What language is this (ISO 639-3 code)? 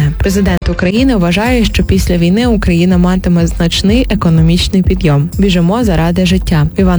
ukr